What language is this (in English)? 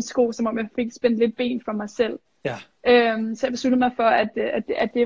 Danish